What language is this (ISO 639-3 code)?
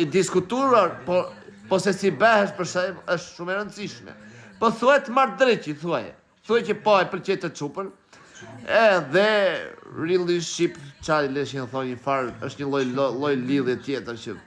sqi